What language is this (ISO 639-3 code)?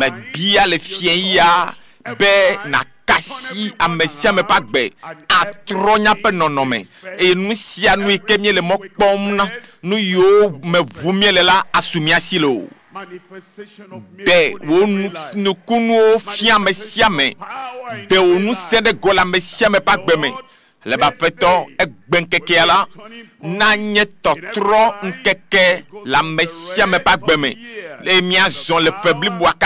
ewe